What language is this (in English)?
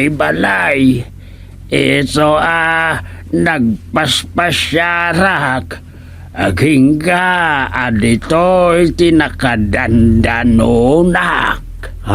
Iloko